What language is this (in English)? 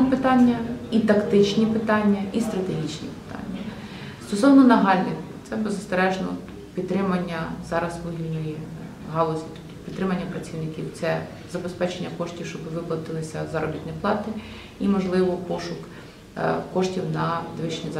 Ukrainian